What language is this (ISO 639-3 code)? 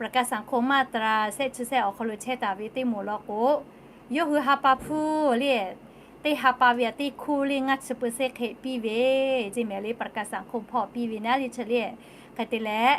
lhu